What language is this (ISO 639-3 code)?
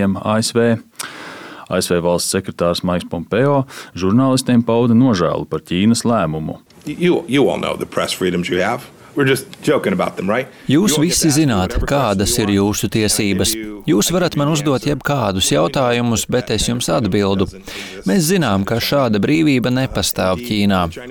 lav